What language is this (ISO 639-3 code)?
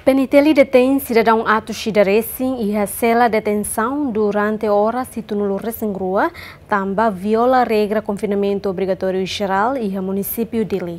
tet